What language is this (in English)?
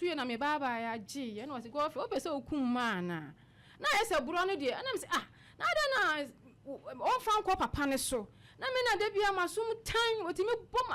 Akan